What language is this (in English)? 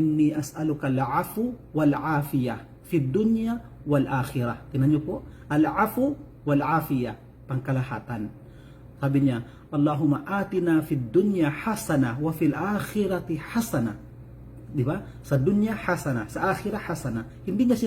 Maranao